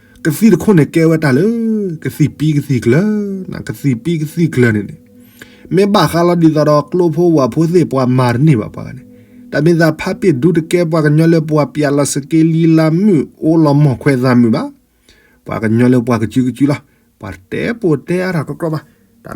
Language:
S'gaw Karen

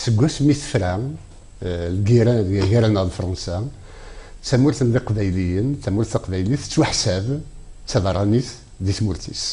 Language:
Kabyle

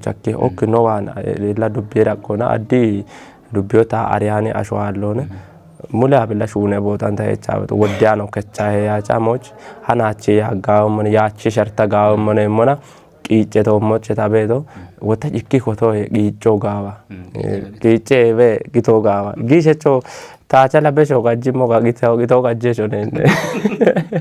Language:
Kafa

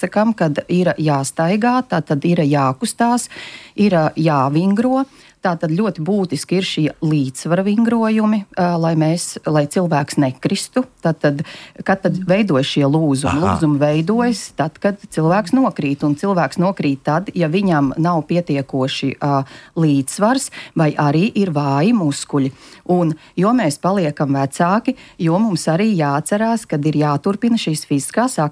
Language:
Latvian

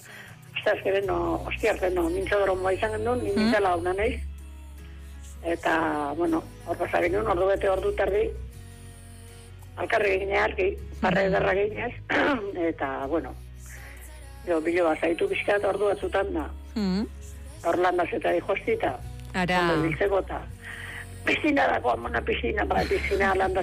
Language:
Basque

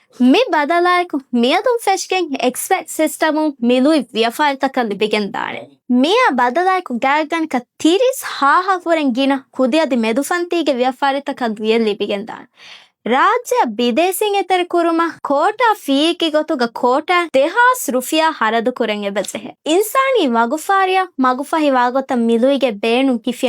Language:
Divehi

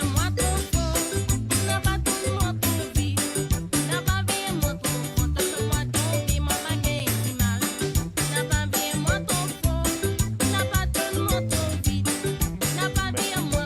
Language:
Morisyen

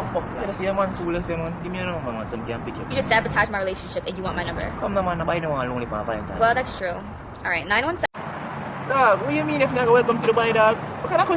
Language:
Jamaican Creole English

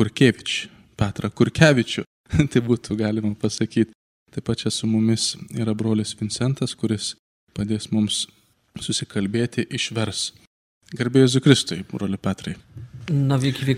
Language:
Lithuanian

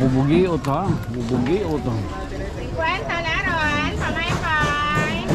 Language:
Waray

